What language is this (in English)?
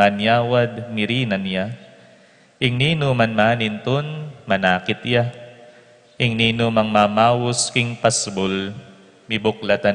Pampanga